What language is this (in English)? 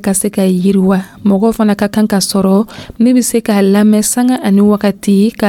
Dyula